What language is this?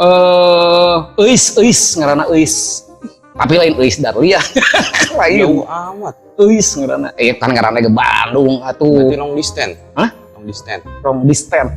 Sundanese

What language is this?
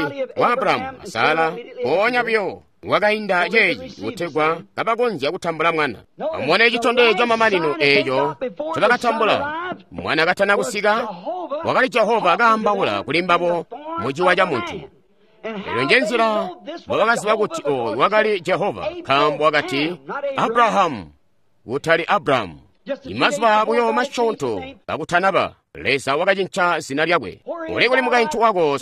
Tonga (Zambia)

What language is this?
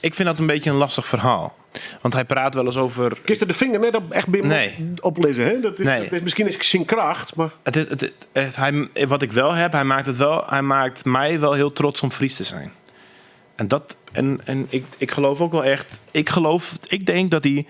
Western Frisian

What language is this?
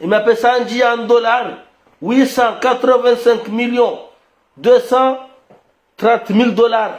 Ngazidja Comorian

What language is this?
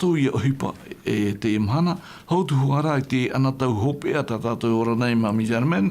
Tahitian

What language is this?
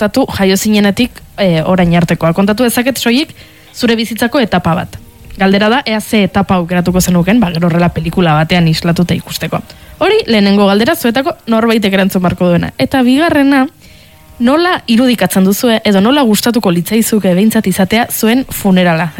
Basque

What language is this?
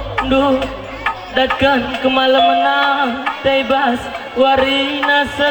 Batak Karo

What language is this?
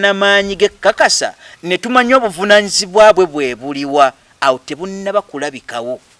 Ganda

